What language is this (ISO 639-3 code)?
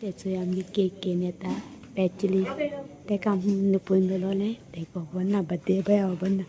kok